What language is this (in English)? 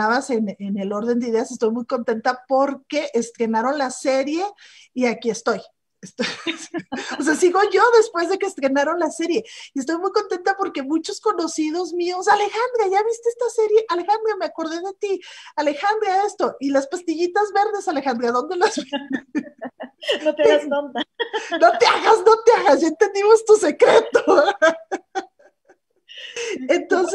Spanish